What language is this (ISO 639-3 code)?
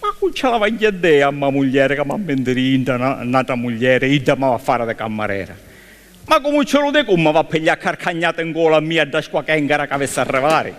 scn